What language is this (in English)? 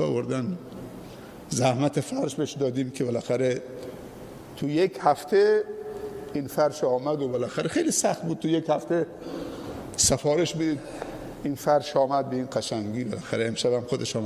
Persian